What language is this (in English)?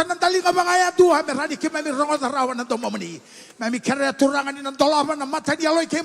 Fijian